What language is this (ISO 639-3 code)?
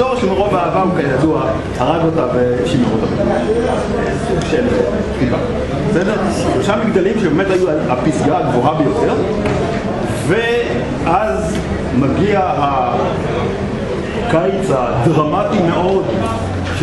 heb